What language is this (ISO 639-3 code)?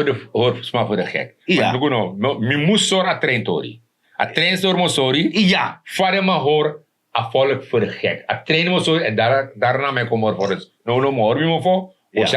srn